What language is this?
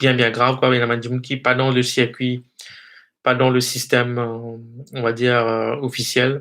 Morisyen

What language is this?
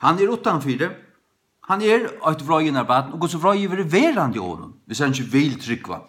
Faroese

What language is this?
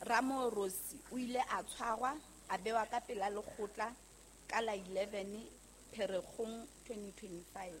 Southern Sotho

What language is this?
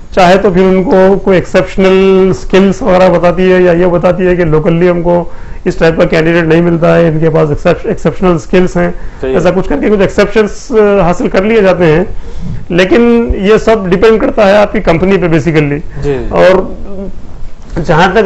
Urdu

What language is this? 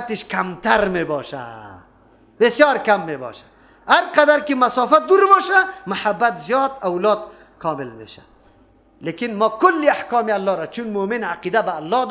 Persian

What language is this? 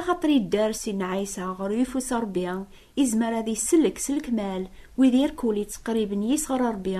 Kabyle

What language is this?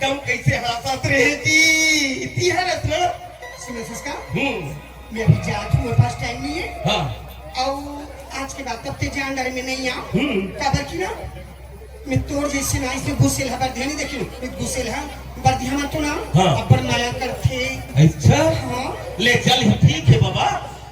Chhattisgarhi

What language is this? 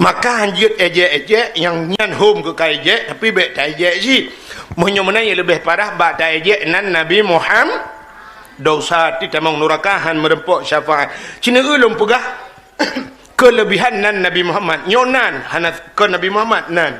Achinese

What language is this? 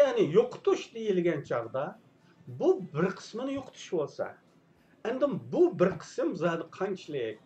Uyghur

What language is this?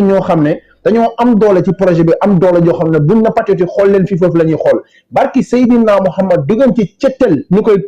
Wolof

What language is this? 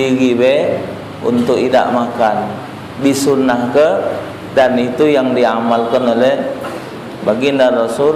Musi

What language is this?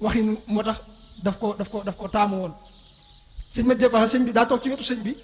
Wolof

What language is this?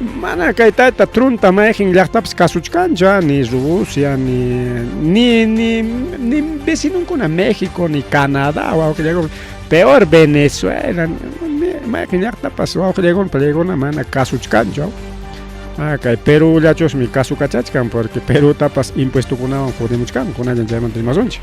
Ayacucho Quechua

